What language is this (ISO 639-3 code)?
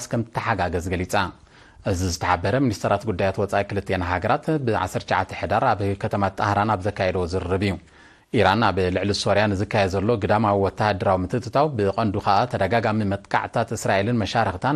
tir